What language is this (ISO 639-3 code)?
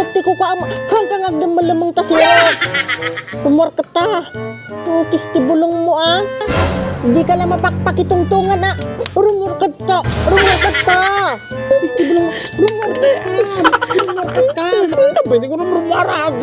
ilo